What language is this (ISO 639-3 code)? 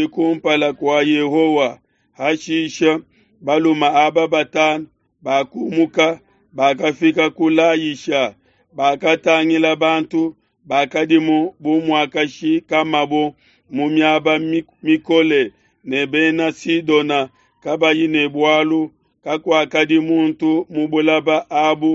lua